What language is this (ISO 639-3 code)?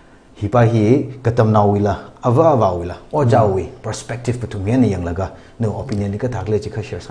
nmf